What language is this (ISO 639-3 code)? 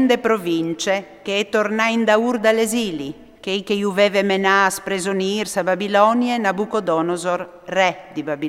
fur